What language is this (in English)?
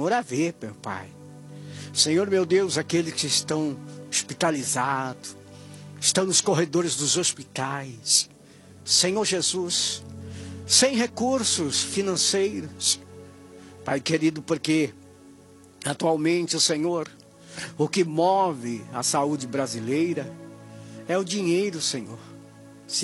Portuguese